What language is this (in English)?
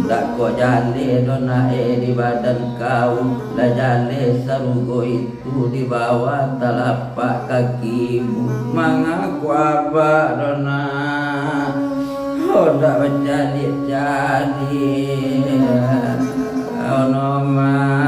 Minangkabau